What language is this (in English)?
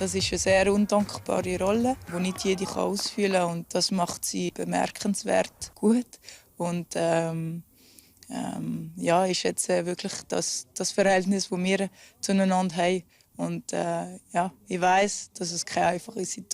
Romansh